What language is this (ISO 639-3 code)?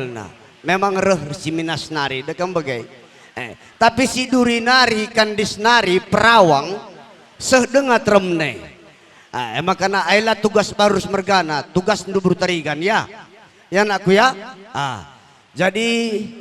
btx